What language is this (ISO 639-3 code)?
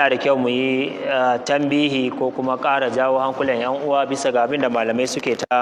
hau